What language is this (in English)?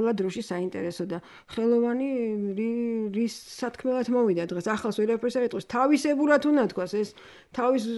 Georgian